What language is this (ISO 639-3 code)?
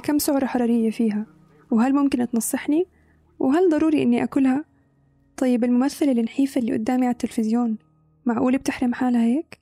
apc